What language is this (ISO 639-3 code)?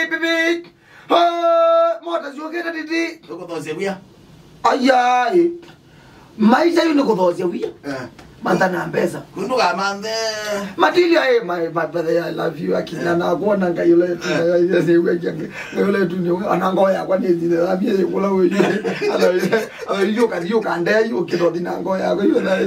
kam